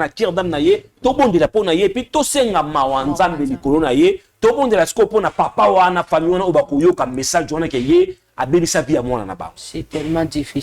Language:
Lingala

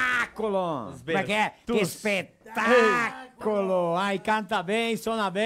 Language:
Venetian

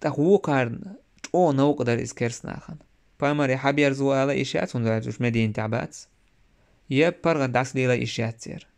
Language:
Chechen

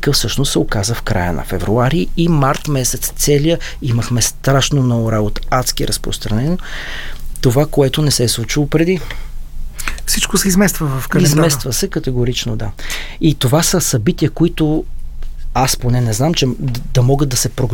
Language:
Bulgarian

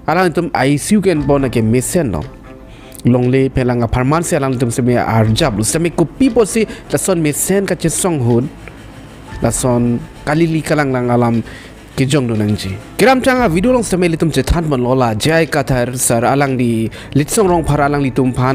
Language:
Karbi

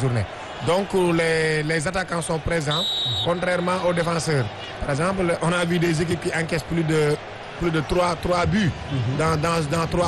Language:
French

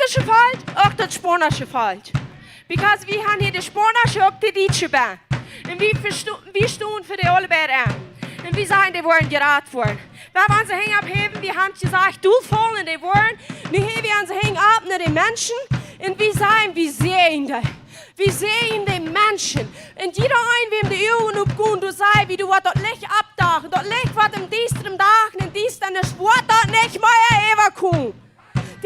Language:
Plautdietsch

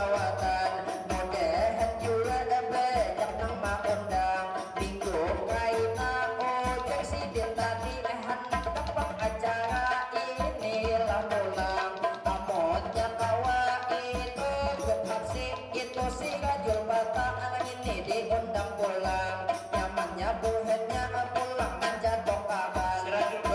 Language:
Banjar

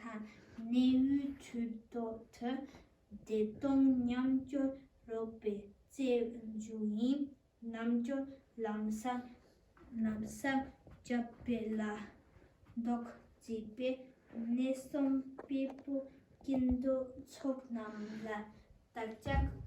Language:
Tibetan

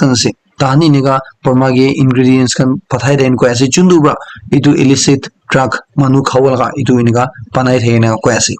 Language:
Naga Pidgin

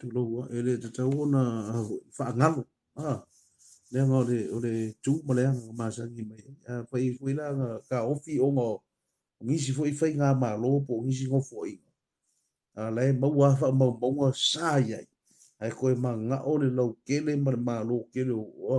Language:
Samoan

